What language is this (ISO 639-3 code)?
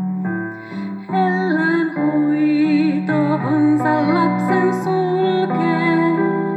fin